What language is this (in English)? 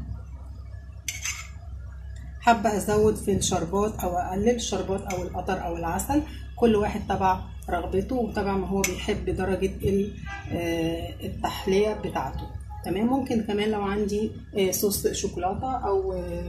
Egyptian Arabic